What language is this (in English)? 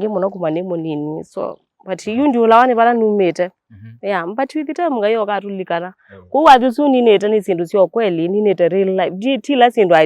Kamba